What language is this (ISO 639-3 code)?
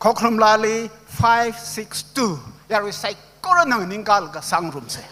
nmf